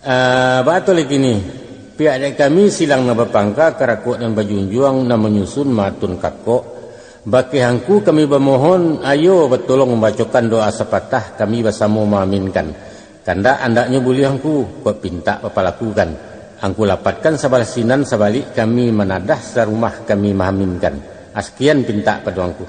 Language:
Minangkabau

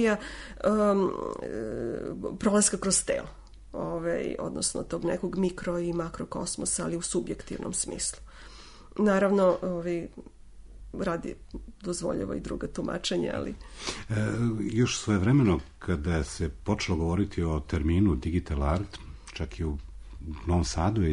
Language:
Serbian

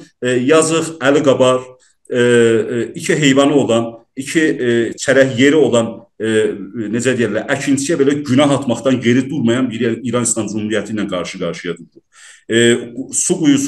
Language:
South Azerbaijani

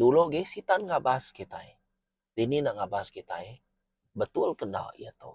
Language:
Iban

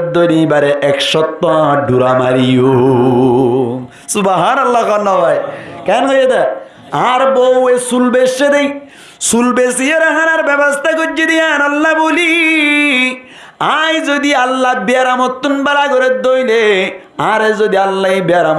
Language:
Rohingya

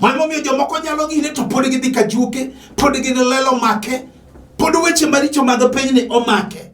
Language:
Luo (Kenya and Tanzania)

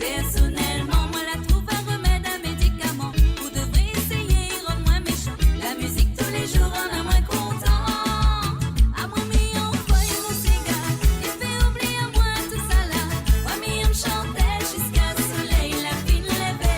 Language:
Morisyen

